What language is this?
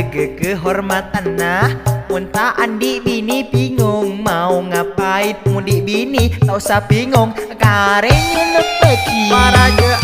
Madurese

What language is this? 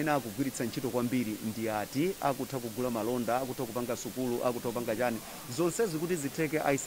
Nyanja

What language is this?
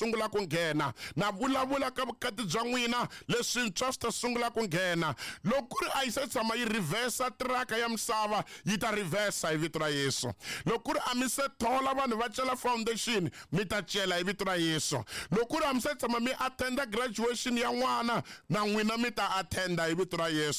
Tsonga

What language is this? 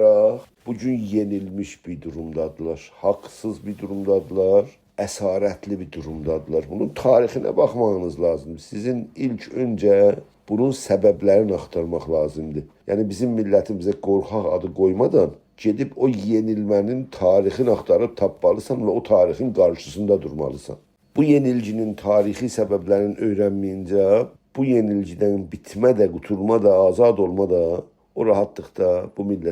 South Azerbaijani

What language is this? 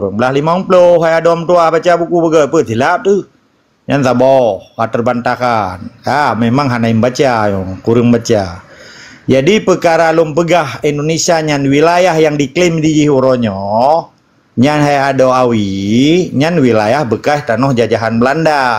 Achinese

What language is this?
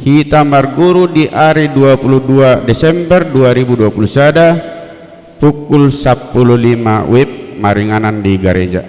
Batak Toba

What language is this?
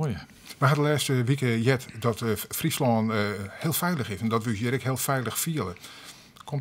Western Frisian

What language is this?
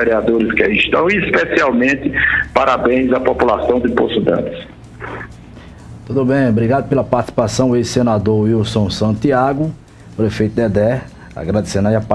Portuguese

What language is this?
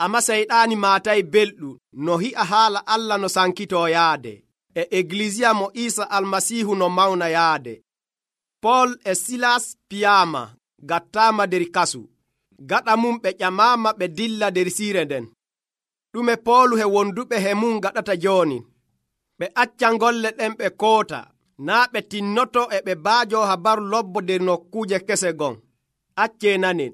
Nigerian Fulfulde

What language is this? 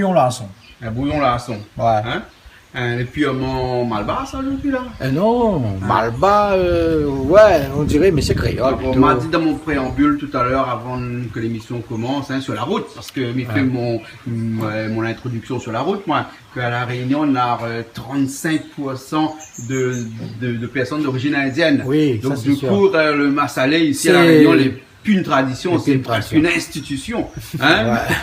Réunion Creole French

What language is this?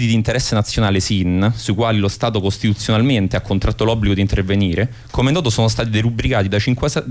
Italian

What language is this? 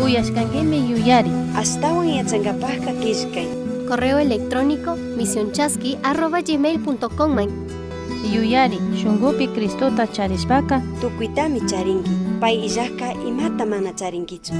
Chimborazo Highland Quichua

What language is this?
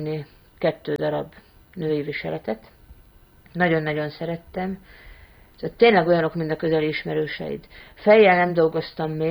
Hungarian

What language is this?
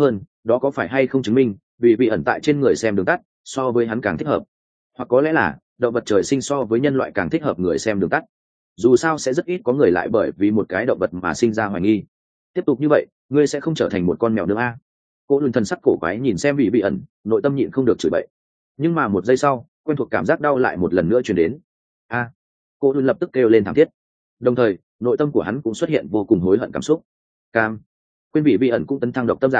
Vietnamese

